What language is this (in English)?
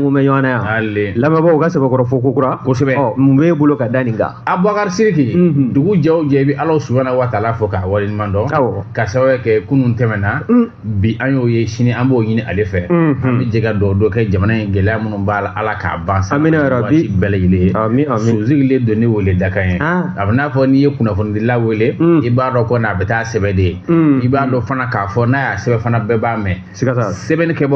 Bambara